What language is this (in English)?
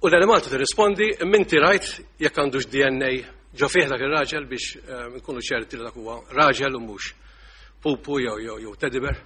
Maltese